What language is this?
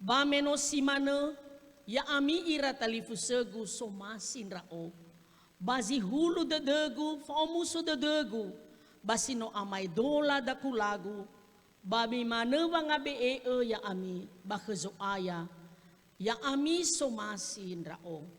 Nias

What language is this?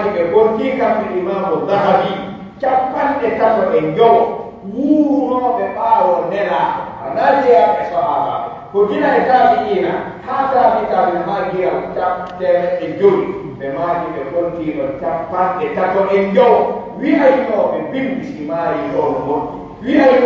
Pular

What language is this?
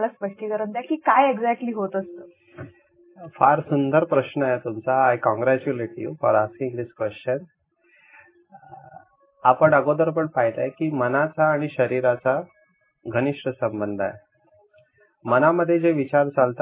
Marathi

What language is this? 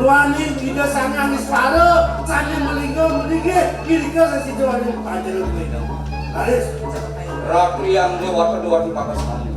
Balinese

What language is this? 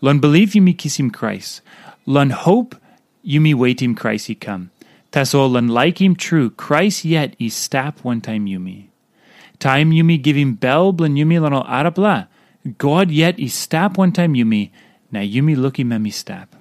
Tok Pisin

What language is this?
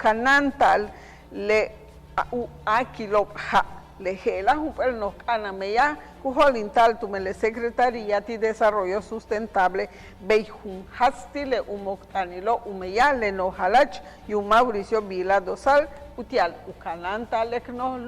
Yucateco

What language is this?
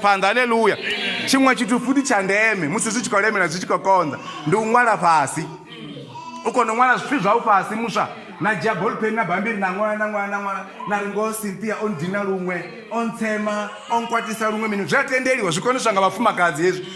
Venda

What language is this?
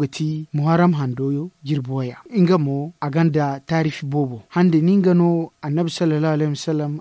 Zarma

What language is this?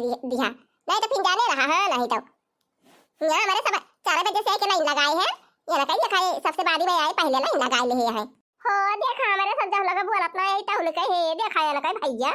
Awadhi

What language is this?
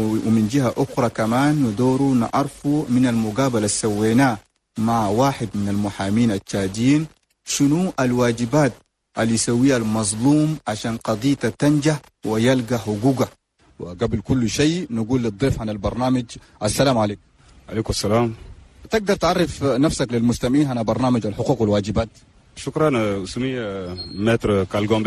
Chadian Arabic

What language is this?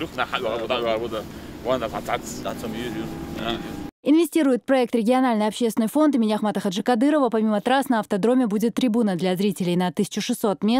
Chechen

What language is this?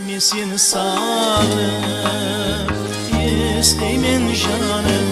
Kara-Kalpak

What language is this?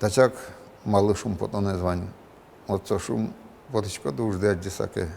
Udmurt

